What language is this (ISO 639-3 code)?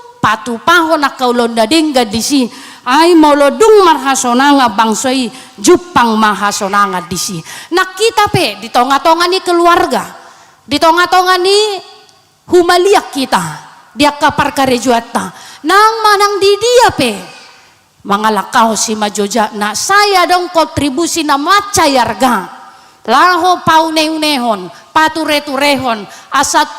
bbc